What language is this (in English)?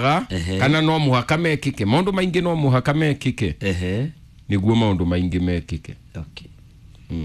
Kikuyu